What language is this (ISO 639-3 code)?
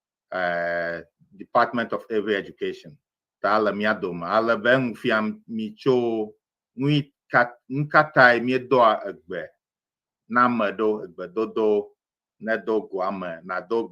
ewe